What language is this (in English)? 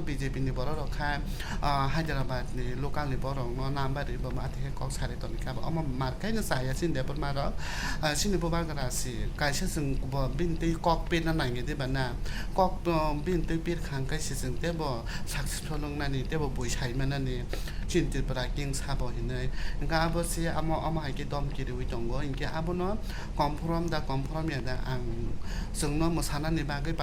Kok Borok